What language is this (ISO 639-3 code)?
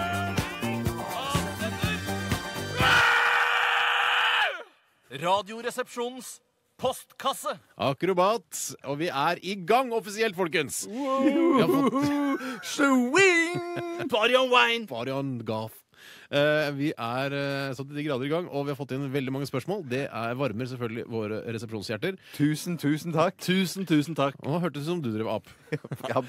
nor